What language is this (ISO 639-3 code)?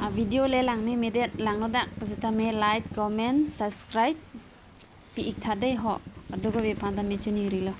mjw